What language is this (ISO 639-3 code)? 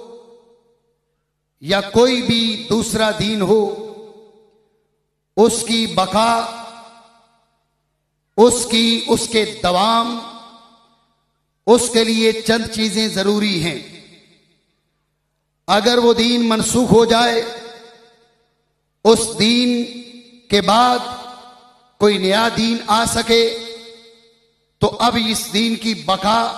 urd